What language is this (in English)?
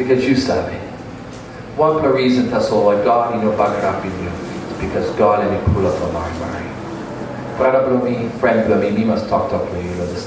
Tok Pisin